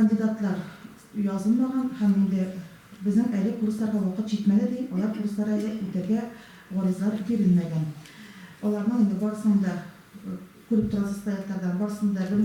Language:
Tatar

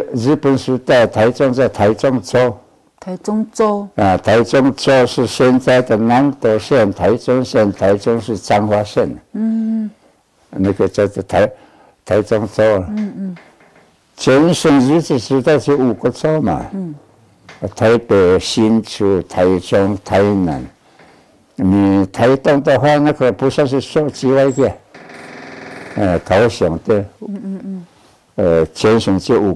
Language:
Taroko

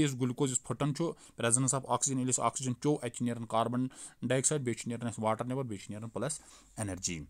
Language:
Kashmiri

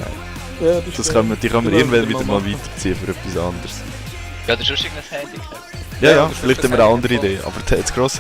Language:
Swiss German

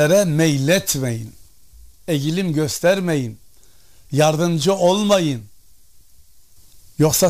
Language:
Turkish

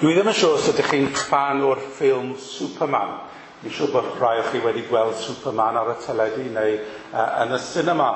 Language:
Welsh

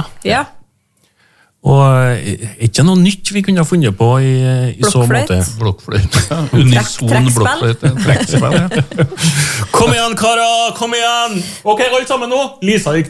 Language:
Norwegian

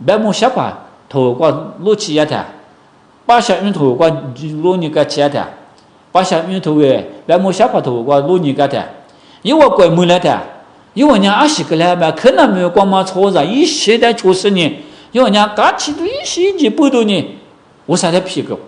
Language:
Lisu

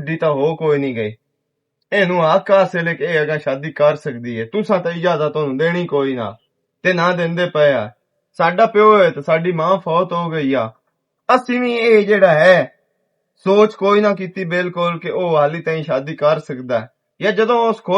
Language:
Western Panjabi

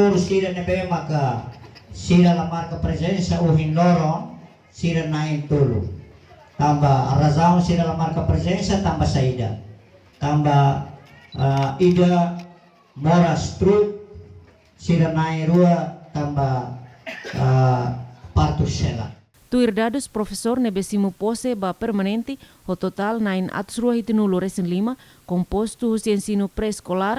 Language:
Tetum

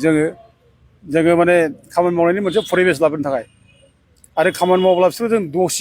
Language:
Bodo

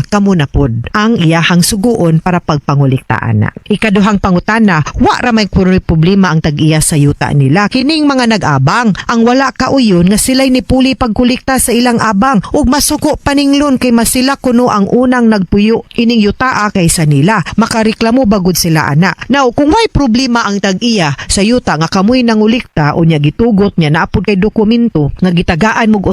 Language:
Cebuano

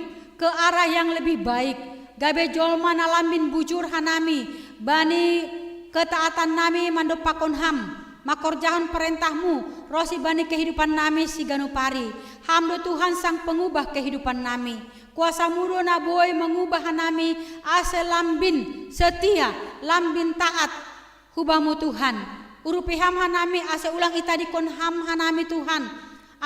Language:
Batak Simalungun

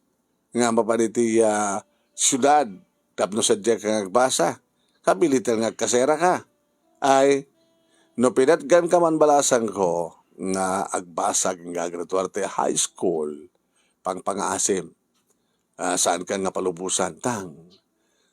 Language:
Iloko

